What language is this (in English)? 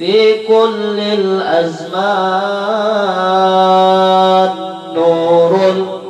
Banjar